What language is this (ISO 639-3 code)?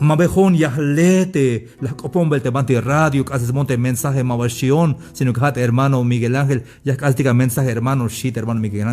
tzh